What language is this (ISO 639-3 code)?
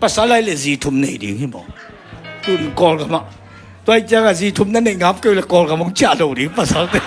ctd